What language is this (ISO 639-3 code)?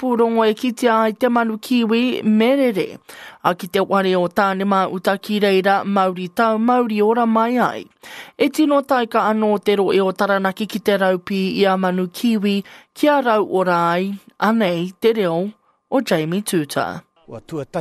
mri